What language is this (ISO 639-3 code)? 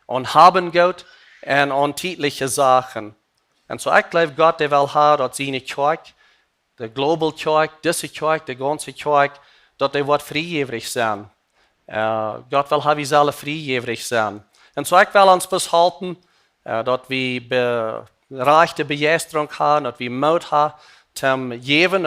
pdt